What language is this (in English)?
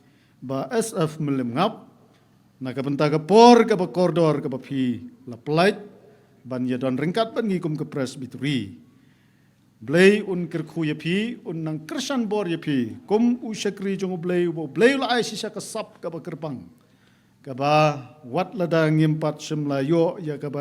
Khasi